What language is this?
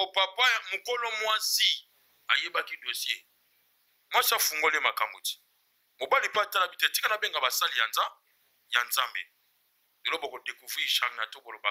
Lingala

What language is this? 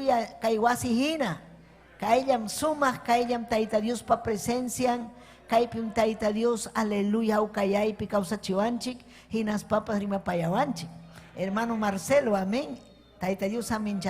Ayacucho Quechua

